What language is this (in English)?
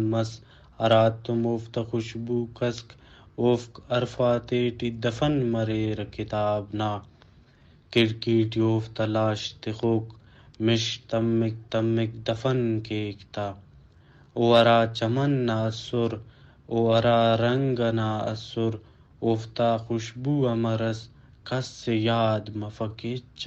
Brahui